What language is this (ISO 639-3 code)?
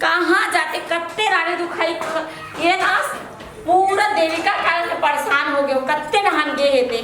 hne